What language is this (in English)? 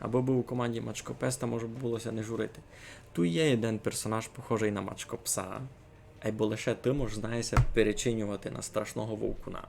Rusyn